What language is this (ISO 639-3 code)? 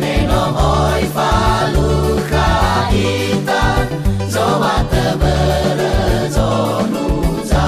nia